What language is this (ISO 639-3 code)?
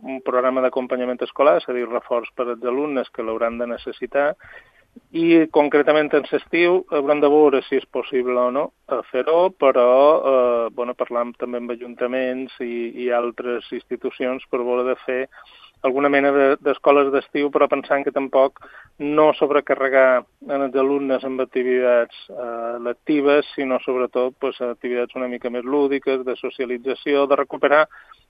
cat